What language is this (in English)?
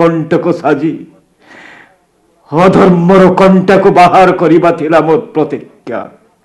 Odia